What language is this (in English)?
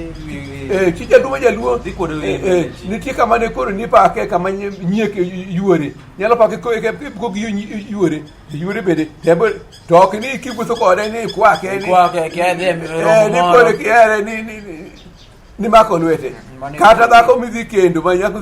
Luo (Kenya and Tanzania)